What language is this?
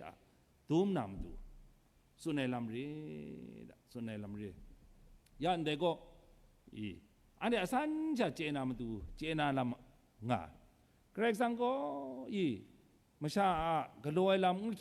Kachin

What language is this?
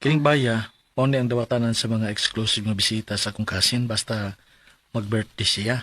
Cebuano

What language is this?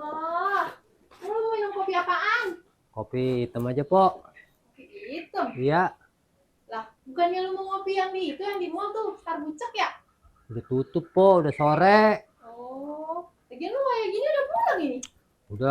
Betawi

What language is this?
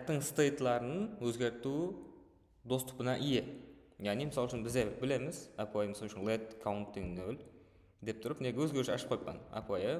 Kara-Kalpak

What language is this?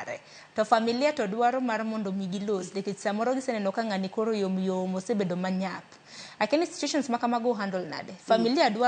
Luo (Kenya and Tanzania)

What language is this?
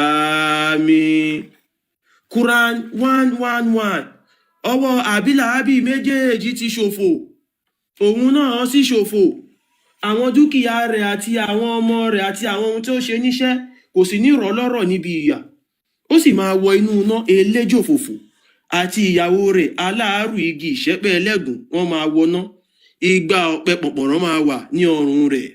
Yoruba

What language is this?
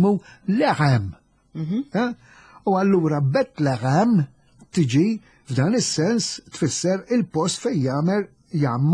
Maltese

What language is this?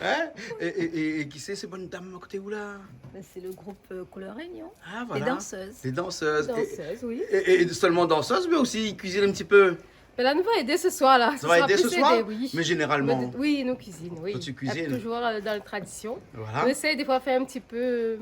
Réunion Creole French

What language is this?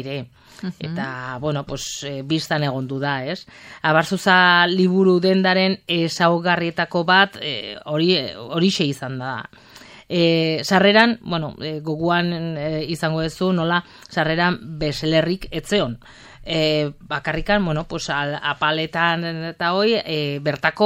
Basque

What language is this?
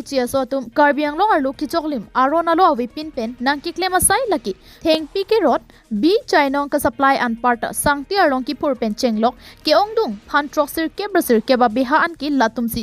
Karbi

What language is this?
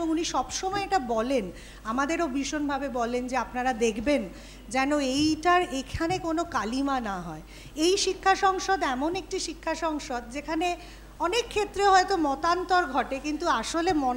Bangla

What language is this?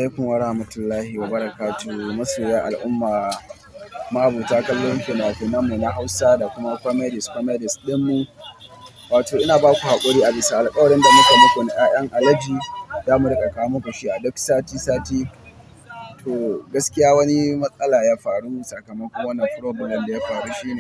Hausa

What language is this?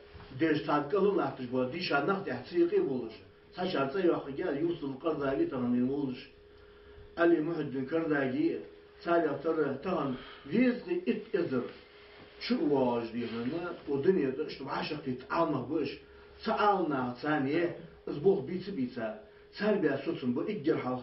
Ingush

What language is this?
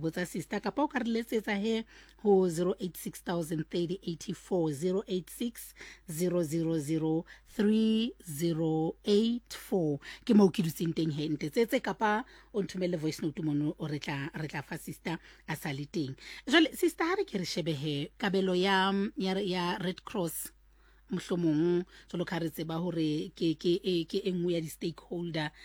Southern Sotho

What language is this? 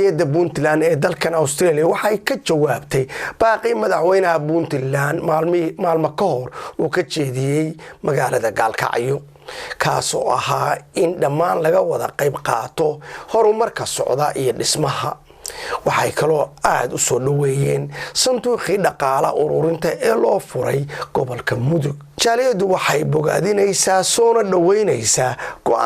Somali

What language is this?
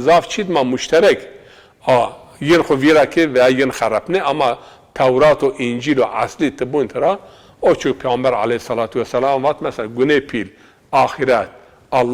Zaza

